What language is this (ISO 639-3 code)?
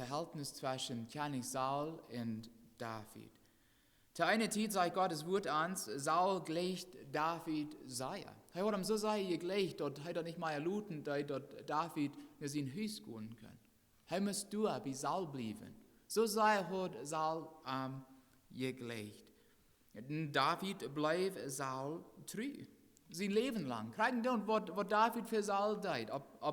pdt